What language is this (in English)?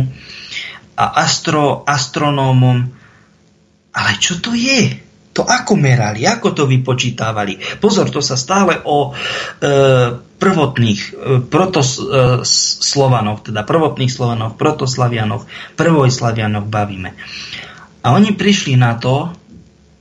Slovak